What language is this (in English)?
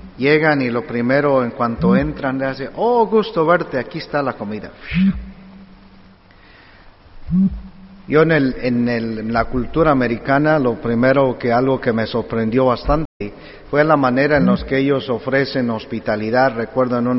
Spanish